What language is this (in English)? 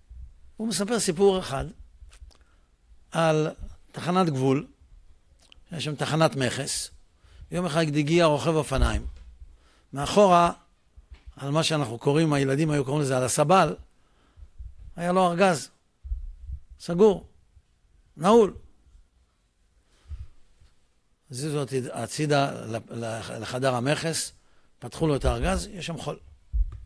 Hebrew